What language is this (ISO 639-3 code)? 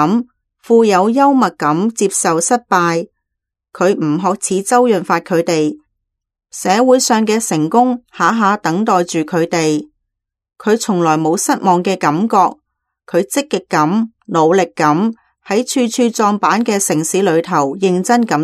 yue